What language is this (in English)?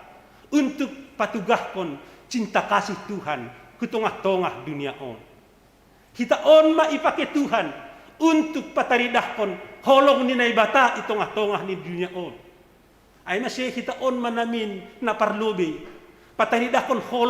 Batak Simalungun